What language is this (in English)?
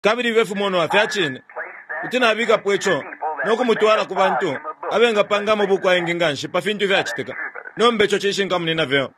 Bemba